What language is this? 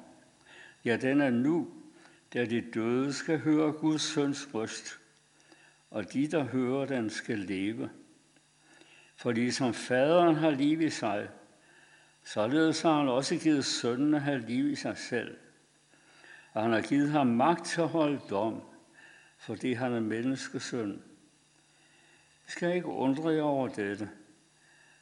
Danish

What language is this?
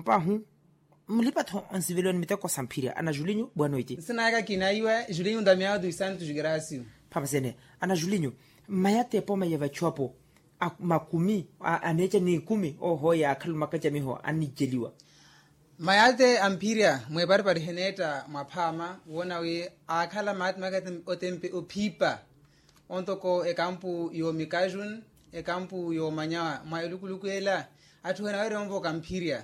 Makhuwa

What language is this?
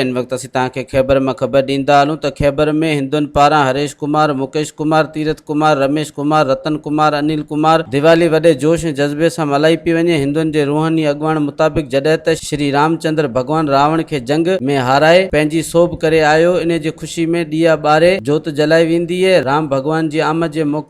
Sindhi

